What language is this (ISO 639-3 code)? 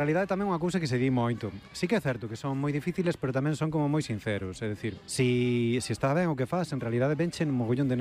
glg